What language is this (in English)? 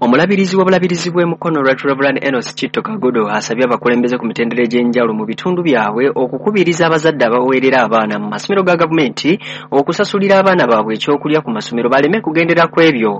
Ganda